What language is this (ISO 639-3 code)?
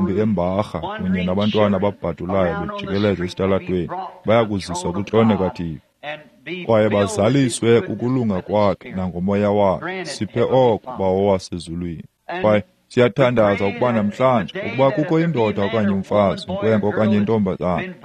xho